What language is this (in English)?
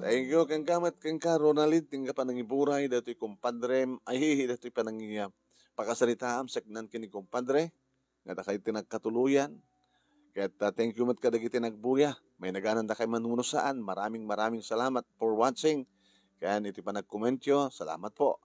Iloko